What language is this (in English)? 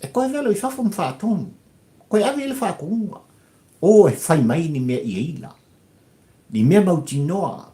Samoan